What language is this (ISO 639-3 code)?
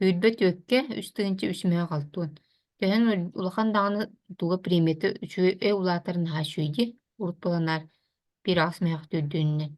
sah